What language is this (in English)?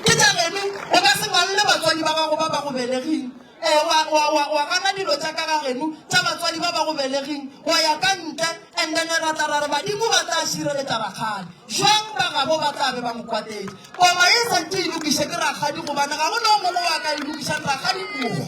Northern Sotho